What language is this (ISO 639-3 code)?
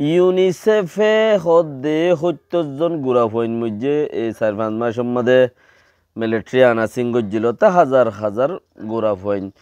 rhg